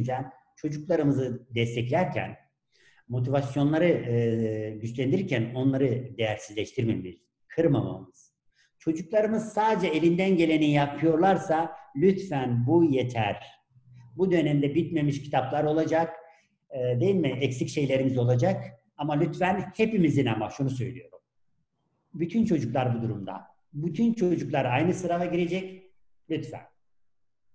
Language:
Turkish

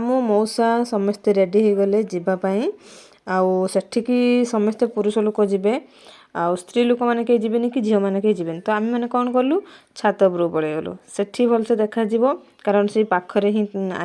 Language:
Odia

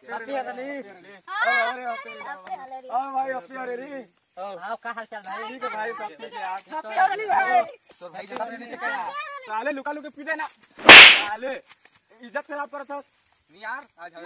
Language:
Chhattisgarhi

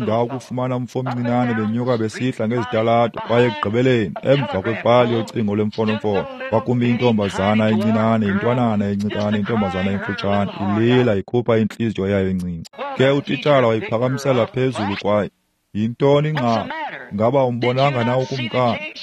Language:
Xhosa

